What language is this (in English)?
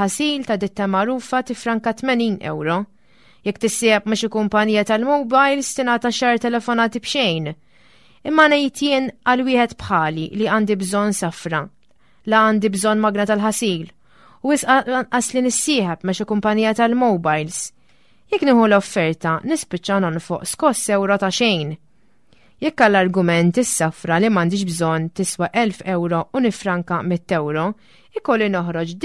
Maltese